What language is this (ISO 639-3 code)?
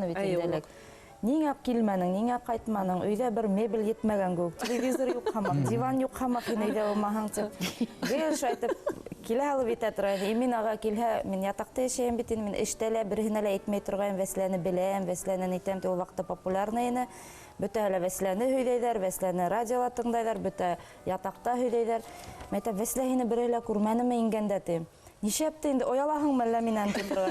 bak